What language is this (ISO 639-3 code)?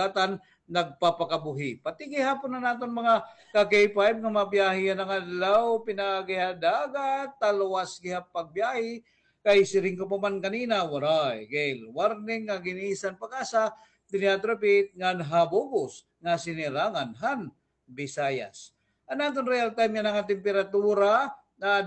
war